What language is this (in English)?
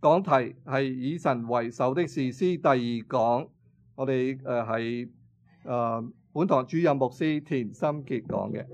Cantonese